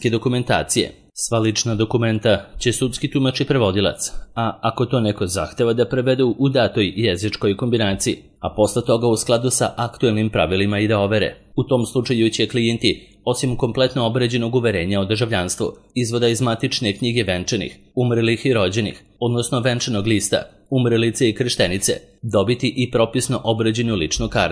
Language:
Serbian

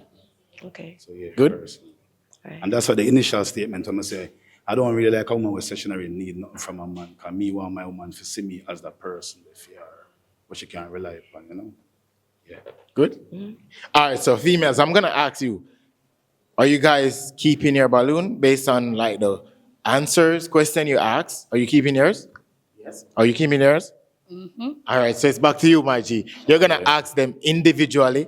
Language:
Jamaican Creole English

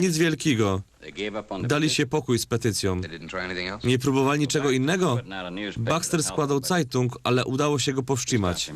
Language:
Silesian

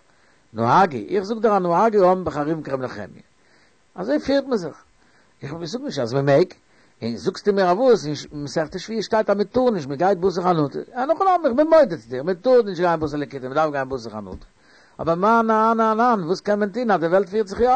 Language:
Yiddish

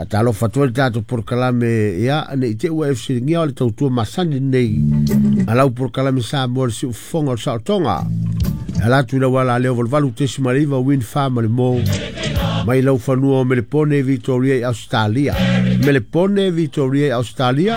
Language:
Samoan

